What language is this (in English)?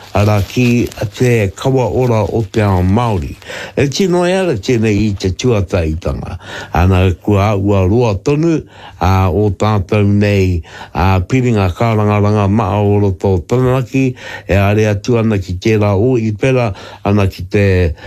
Māori